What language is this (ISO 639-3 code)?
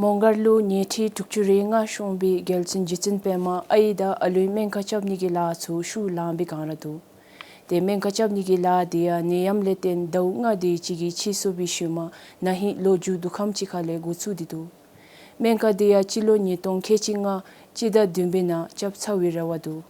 dzo